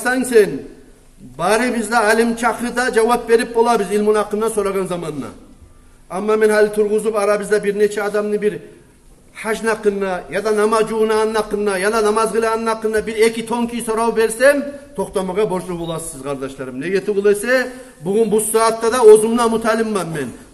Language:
Kumyk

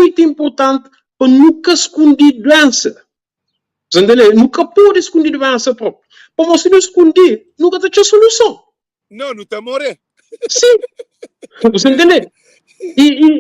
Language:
Kabuverdianu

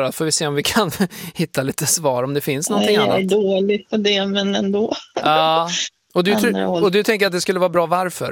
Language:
Swedish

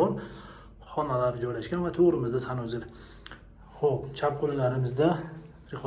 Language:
Uzbek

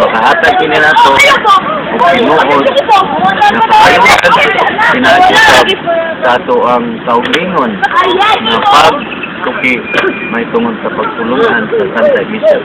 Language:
Cebuano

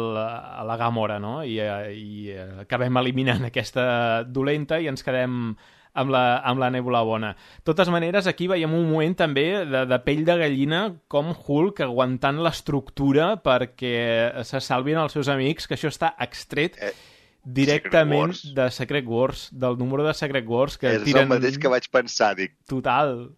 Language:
Catalan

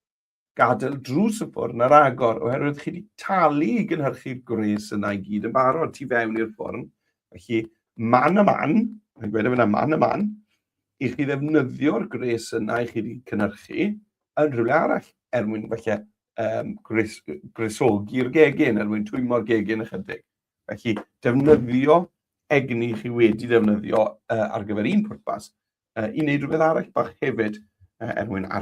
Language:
Welsh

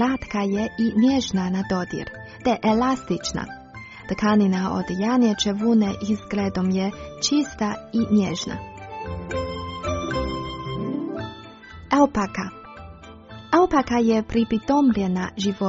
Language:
Croatian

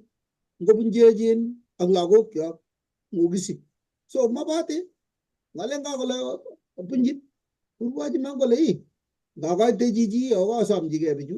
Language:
Kalenjin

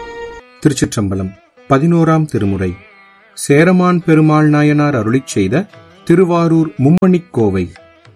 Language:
Tamil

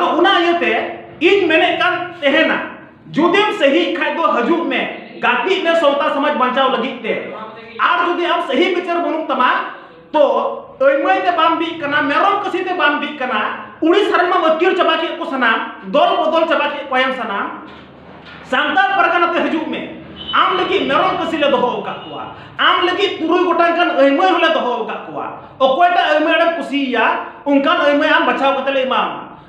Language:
Santali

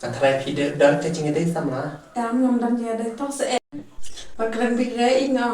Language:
Khasi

